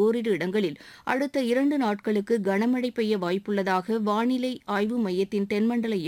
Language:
Tamil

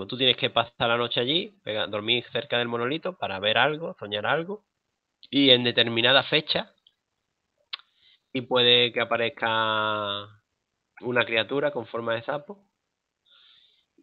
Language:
Spanish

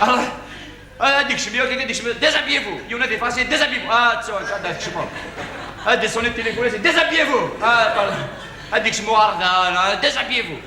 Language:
Kabyle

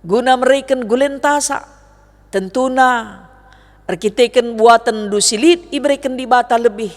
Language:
Batak Karo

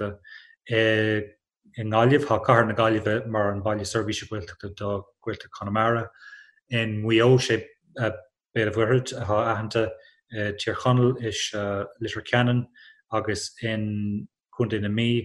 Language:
Irish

